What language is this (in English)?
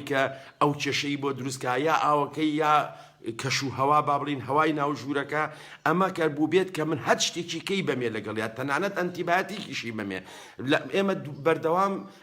Central Kurdish